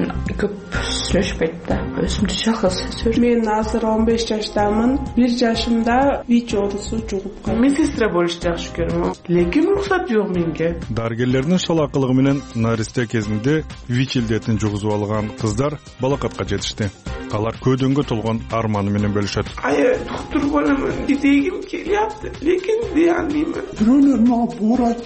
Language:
Kyrgyz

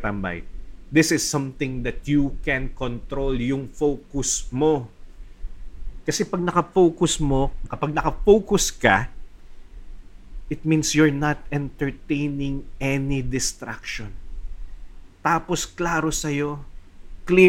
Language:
Filipino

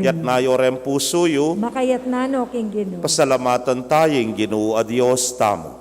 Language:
Pampanga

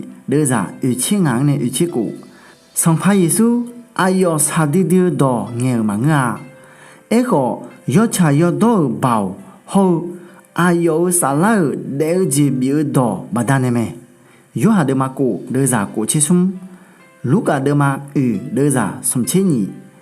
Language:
Akha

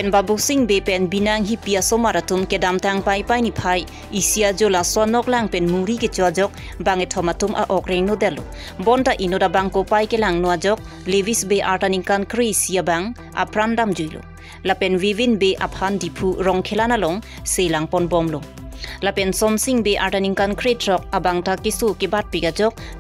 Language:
Karbi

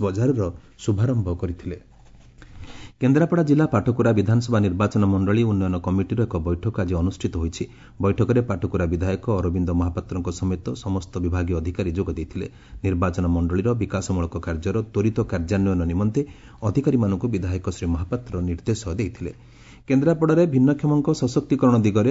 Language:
Odia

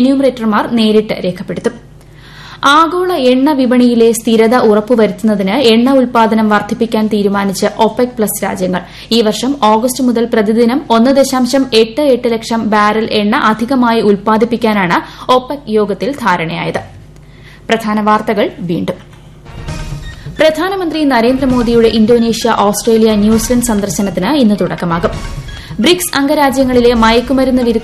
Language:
Malayalam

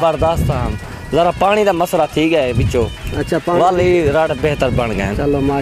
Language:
Saraiki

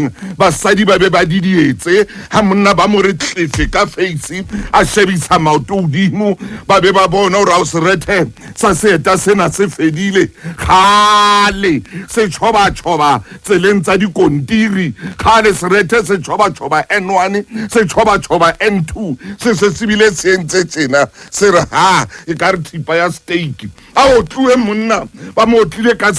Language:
Southern Sotho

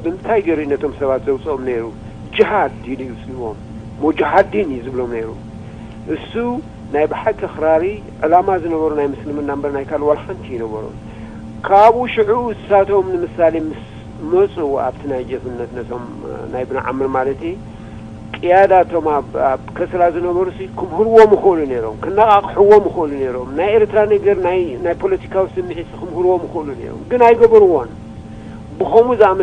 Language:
Tigrinya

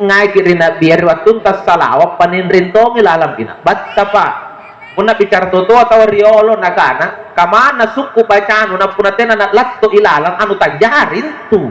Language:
Makasar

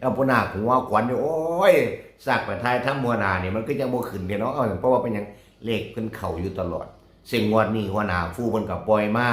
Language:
Northeastern Thai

